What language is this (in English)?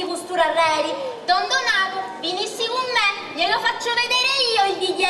Sicilian